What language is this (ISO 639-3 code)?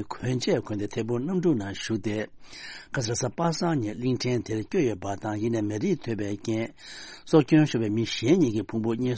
bod